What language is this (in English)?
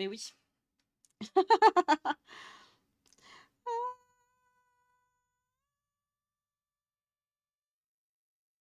French